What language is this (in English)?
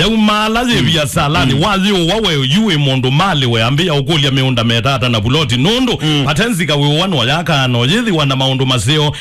Kamba